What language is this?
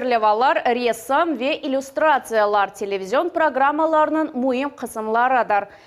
Crimean Tatar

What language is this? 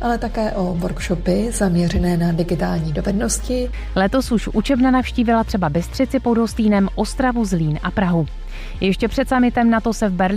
Czech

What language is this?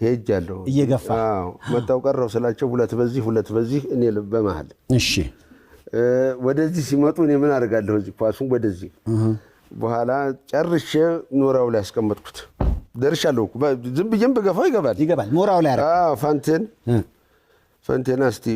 Amharic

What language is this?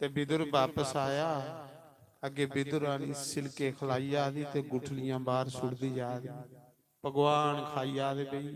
Dogri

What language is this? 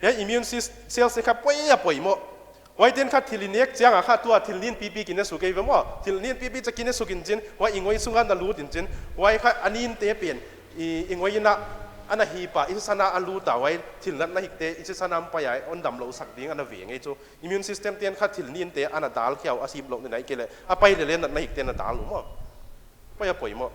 Paite Chin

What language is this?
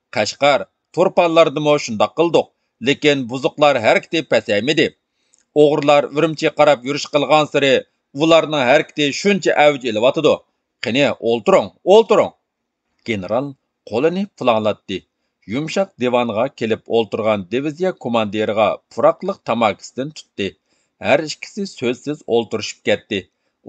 Uyghur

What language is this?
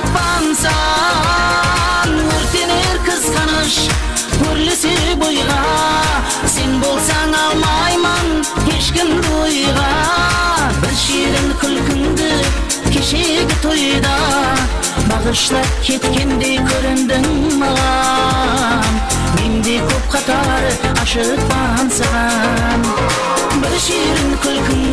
Kara-Kalpak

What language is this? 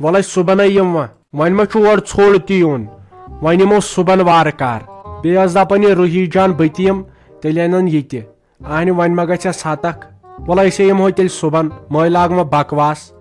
Kashmiri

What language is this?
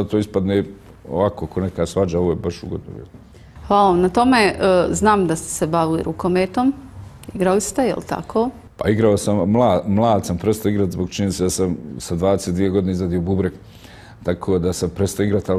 Bosnian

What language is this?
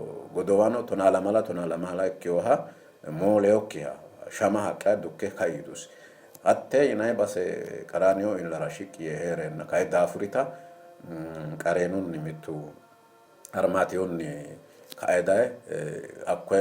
Sidamo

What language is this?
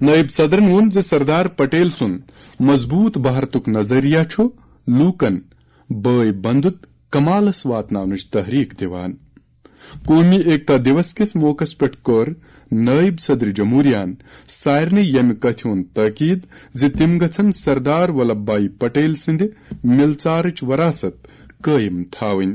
Kashmiri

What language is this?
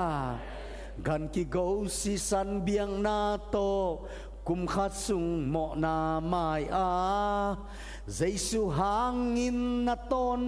Tedim Chin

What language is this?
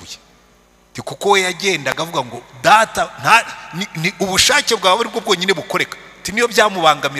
Kinyarwanda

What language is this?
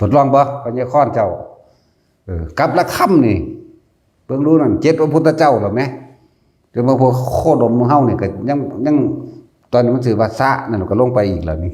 Northeastern Thai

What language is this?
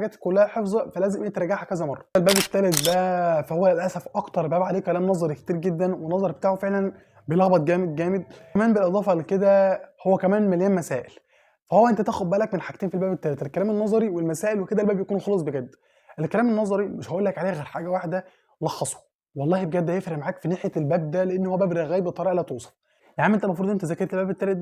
Egyptian Arabic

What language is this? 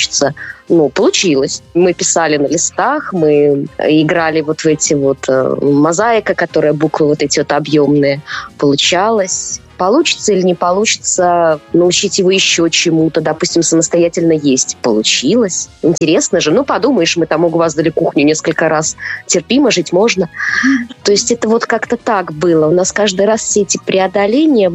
Russian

